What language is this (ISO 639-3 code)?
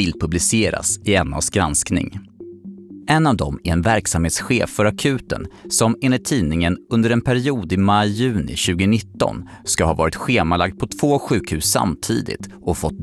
swe